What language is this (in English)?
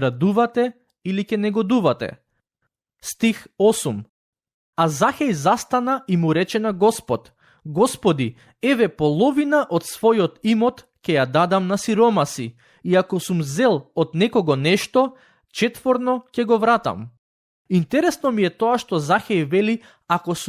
Macedonian